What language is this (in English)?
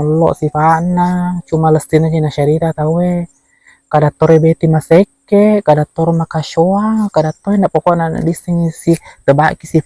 Buginese